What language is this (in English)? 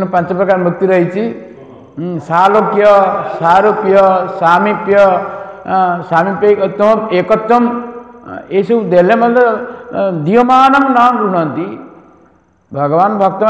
Odia